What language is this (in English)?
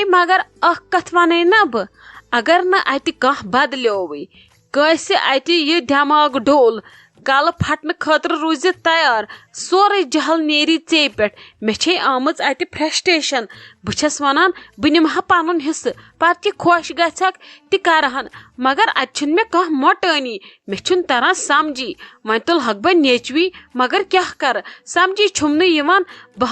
Kashmiri